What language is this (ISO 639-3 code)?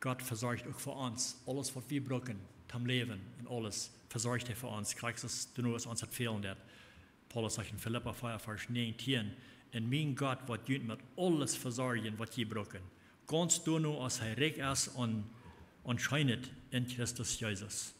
pdt